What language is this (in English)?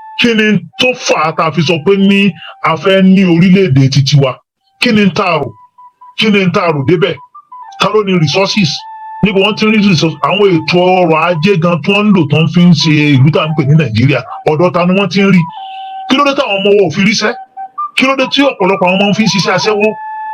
Yoruba